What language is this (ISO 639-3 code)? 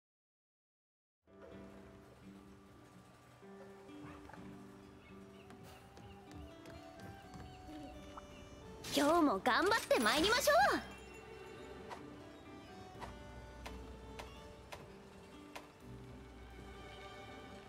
jpn